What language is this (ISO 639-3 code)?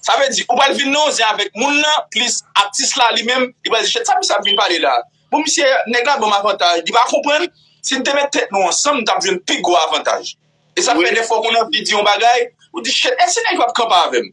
hat